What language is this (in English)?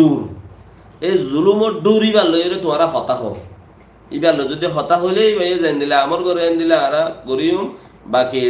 Rohingya